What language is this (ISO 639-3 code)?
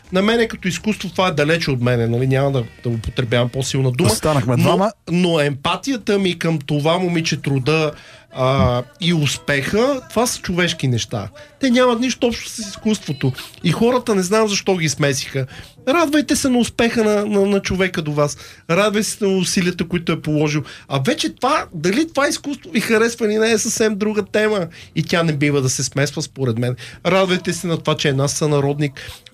bul